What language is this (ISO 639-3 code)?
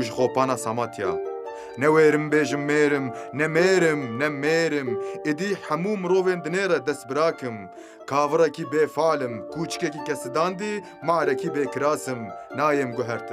kur